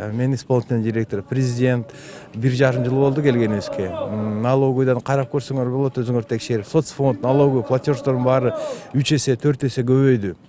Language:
Kyrgyz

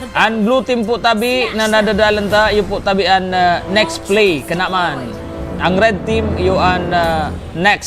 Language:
Bikol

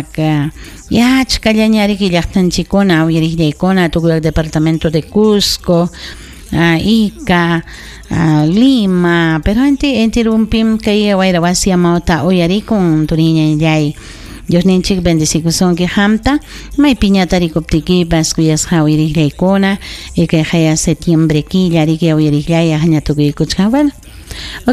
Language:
Ayacucho Quechua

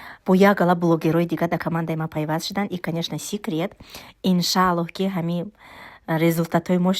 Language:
Tajik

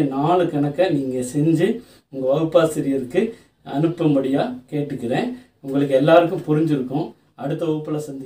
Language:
Tamil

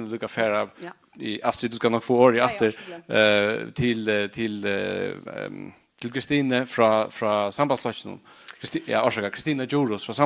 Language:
Faroese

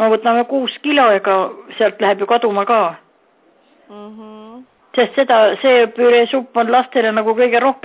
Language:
Estonian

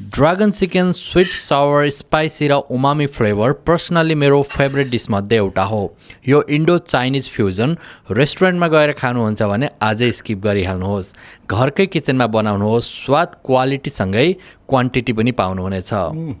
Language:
Nepali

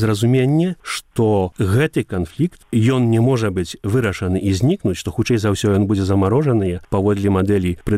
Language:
Belarusian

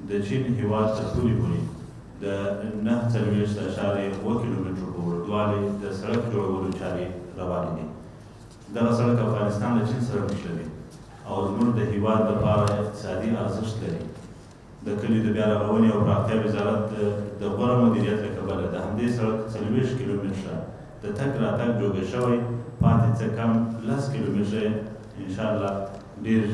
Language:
Pashto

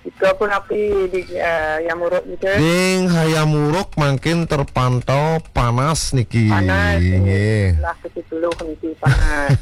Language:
Balinese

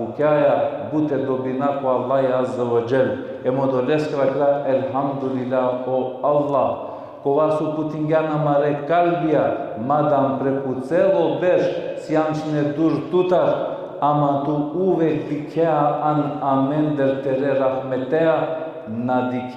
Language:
Balkan Romani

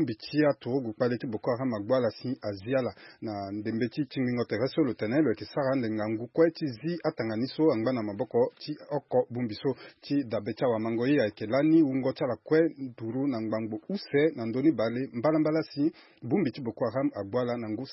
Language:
Sango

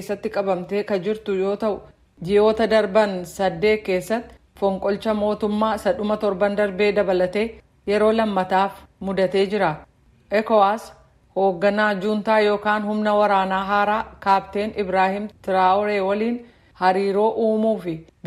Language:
Oromo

